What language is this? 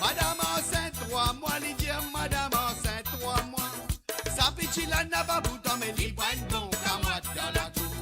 Morisyen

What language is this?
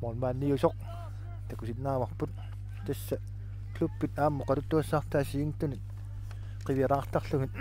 Kalaallisut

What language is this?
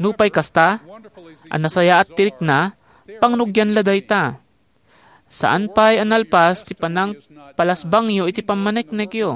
Iloko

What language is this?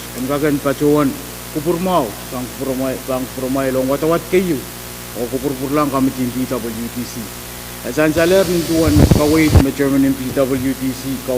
Pohnpeian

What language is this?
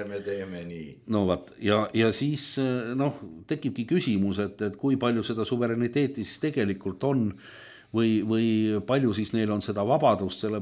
Estonian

